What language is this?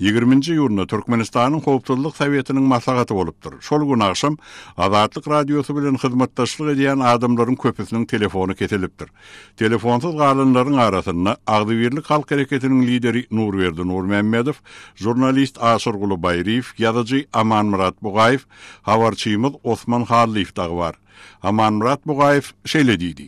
Turkmen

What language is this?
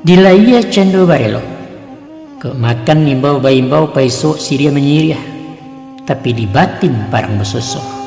Minangkabau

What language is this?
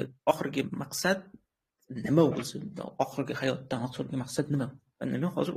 Uzbek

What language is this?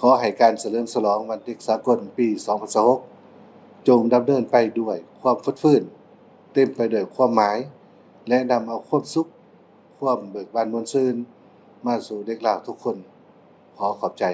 Lao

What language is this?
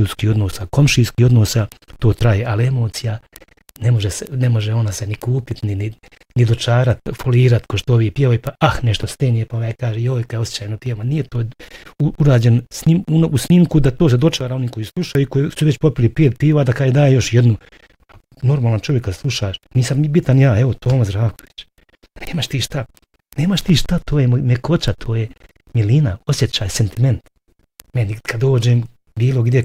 Bosnian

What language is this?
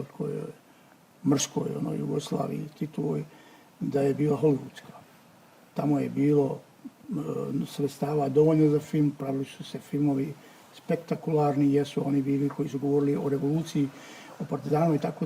Bosnian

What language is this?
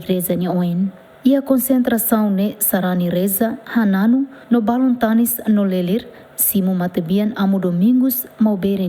Tetum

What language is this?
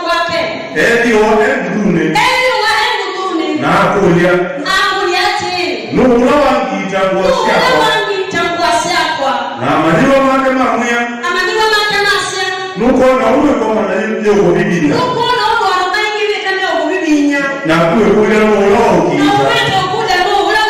Kamba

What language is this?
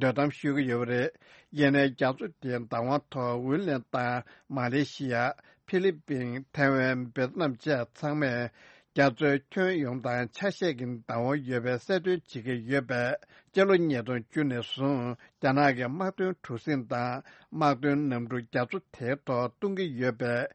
Tibetan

